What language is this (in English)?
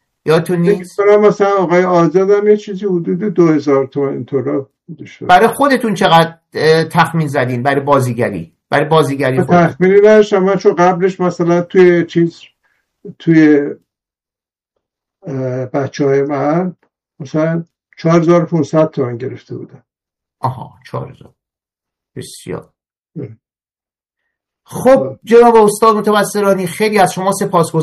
Persian